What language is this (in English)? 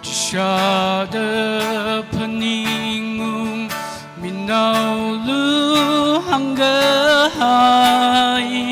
Tangkhul Naga (India)